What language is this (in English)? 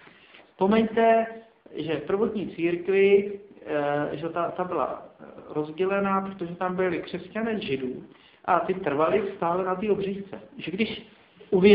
Czech